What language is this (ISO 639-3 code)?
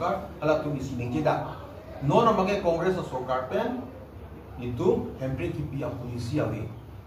mjw